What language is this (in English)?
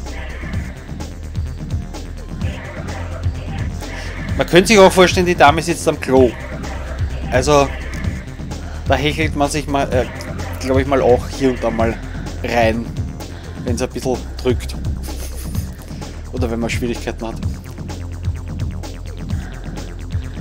German